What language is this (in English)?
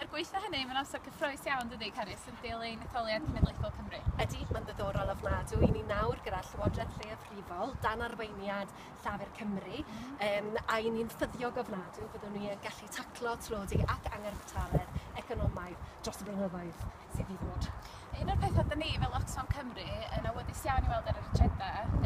Welsh